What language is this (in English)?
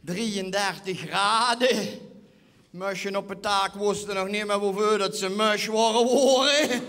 Limburgish